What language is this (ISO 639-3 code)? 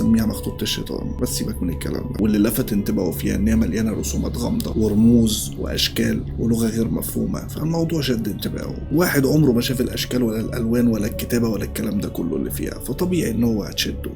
arz